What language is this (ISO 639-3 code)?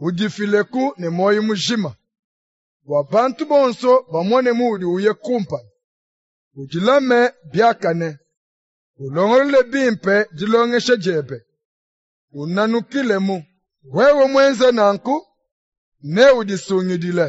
lua